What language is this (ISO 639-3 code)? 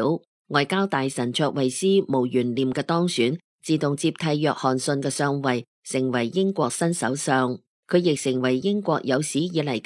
yue